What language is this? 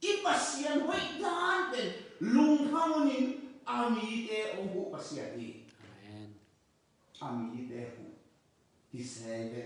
Tedim Chin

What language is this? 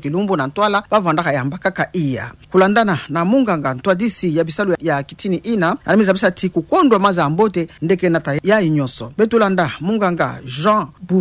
Kituba (Democratic Republic of Congo)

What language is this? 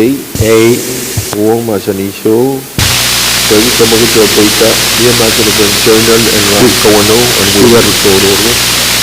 Pohnpeian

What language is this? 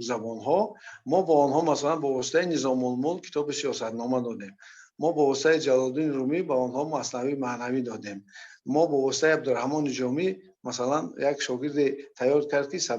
Tajik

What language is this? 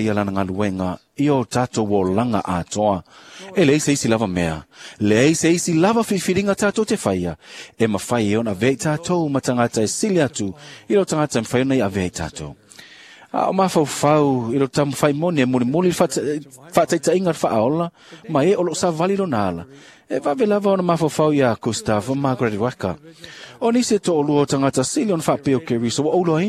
Samoan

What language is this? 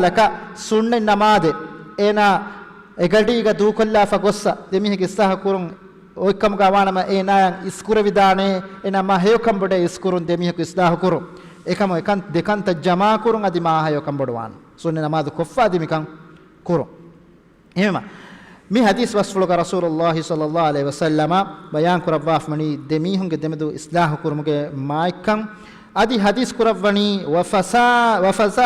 Divehi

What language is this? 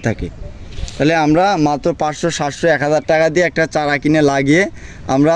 Bangla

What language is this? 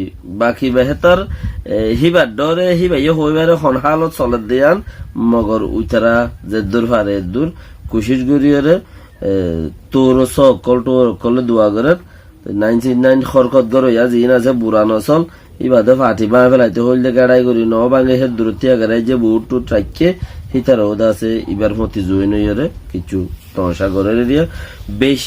Rohingya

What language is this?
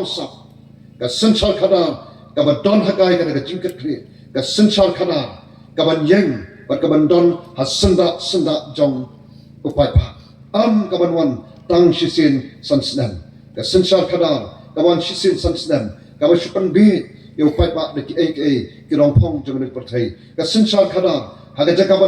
Khasi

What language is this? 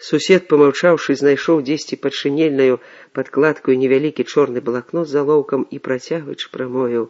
Belarusian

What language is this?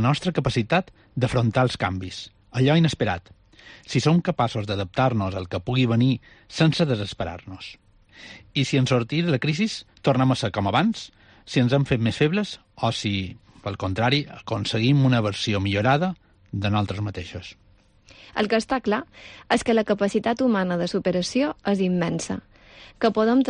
Catalan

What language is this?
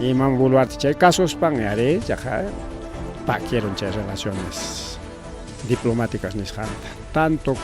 Ayacucho Quechua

